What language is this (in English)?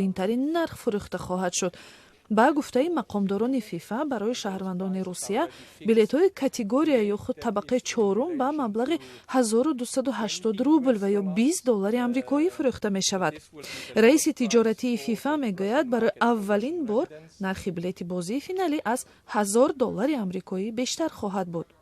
Tajik